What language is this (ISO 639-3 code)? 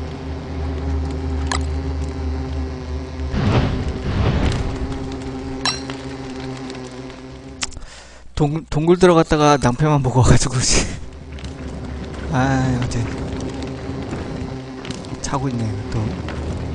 kor